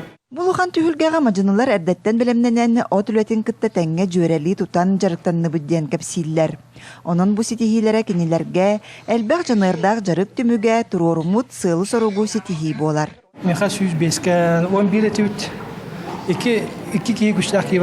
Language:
Yakut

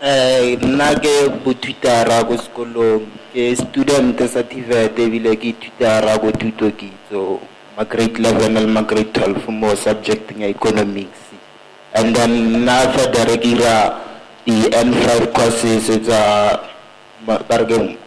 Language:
Tswana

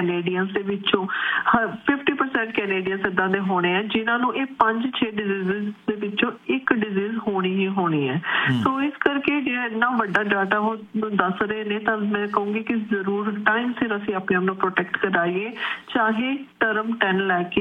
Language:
Punjabi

